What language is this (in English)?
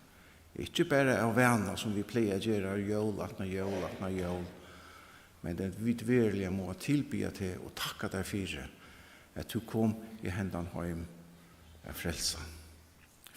Faroese